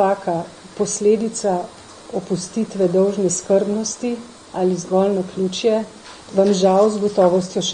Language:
Slovenian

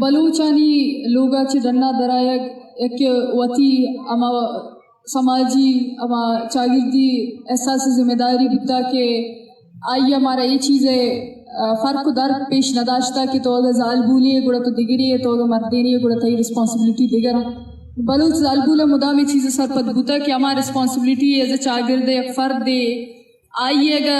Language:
Eastern Balochi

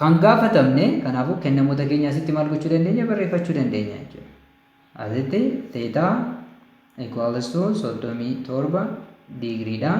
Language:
Oromo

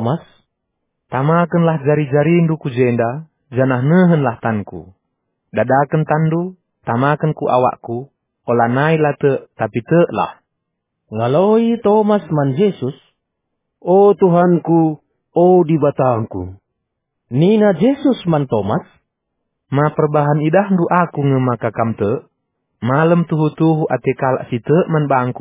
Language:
Batak Karo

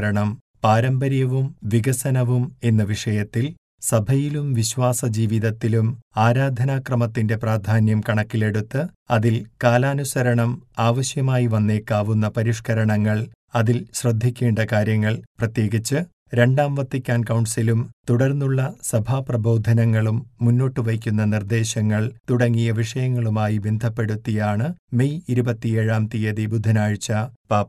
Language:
Malayalam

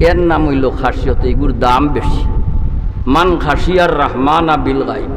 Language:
Sylheti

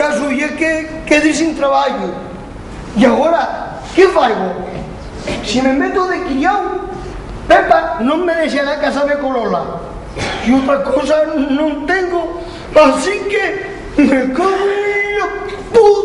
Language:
Asturian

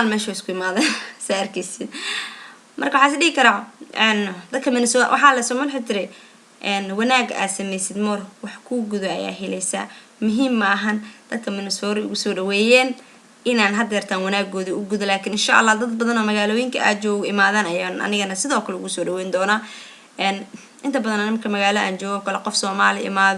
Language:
Somali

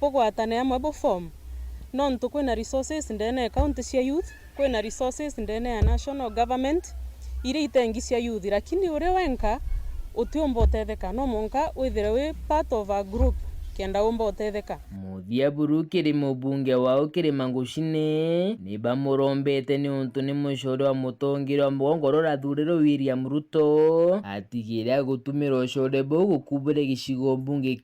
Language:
Meru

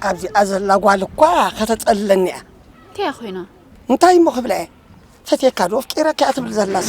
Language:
Tigrinya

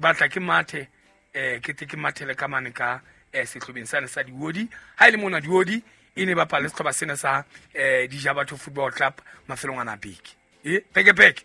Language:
Southern Sotho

